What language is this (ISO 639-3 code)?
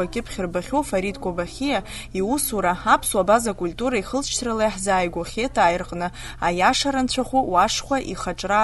abk